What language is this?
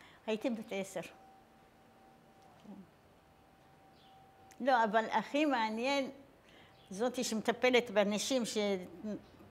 Hebrew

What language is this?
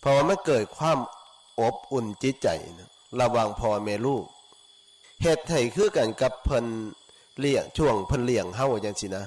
Northeastern Thai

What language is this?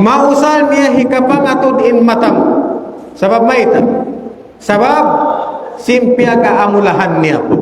Tausug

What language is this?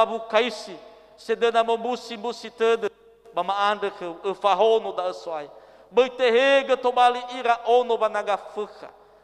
Nias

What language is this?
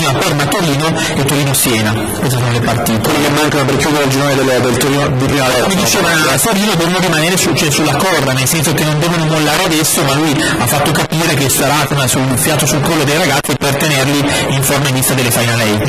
Italian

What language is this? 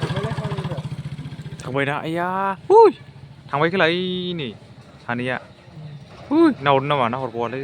Bodo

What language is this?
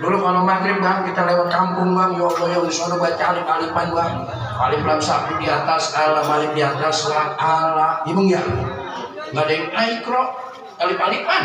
Betawi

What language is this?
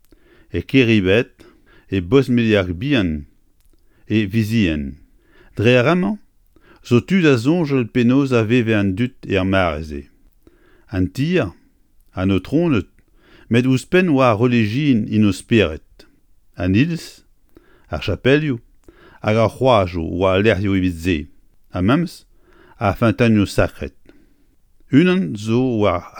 Breton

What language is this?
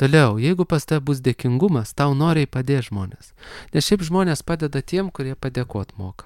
Lithuanian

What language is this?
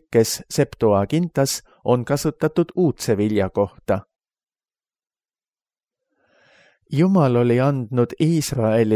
Estonian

